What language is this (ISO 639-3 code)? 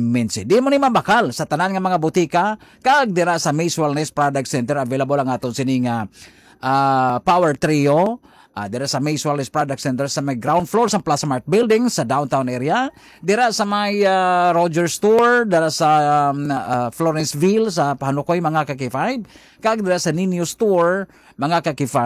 hil